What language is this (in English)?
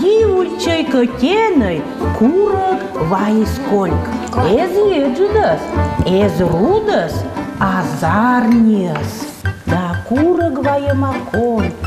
Komi